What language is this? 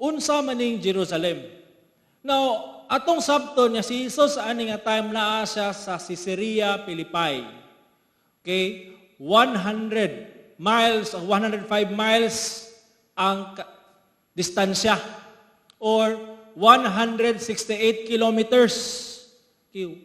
Cebuano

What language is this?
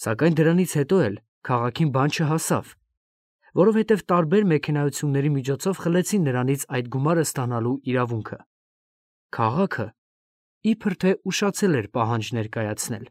Armenian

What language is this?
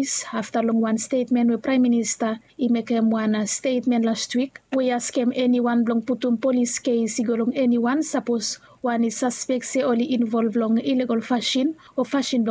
Bislama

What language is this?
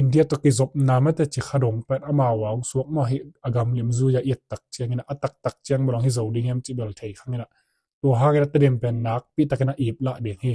Tedim Chin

